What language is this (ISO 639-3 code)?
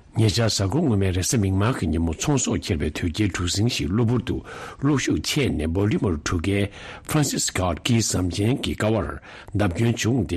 bod